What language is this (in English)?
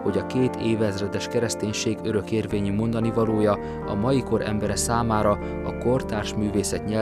Hungarian